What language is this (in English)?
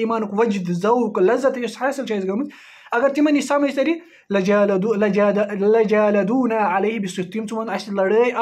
Kashmiri